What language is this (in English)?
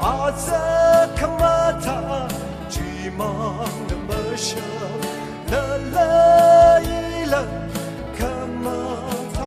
Tangkhul Naga (India)